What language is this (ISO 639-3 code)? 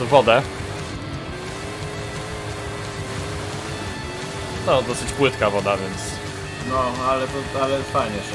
pol